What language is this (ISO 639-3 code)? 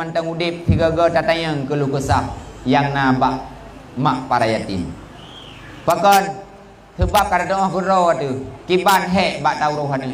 ace